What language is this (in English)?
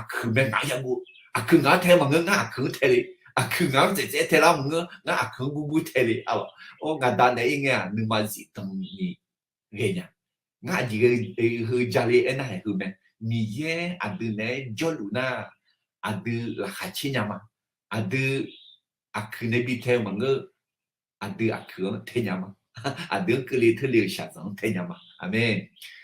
Akha